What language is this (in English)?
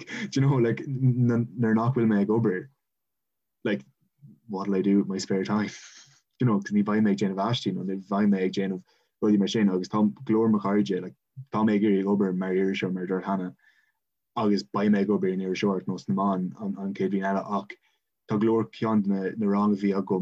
Irish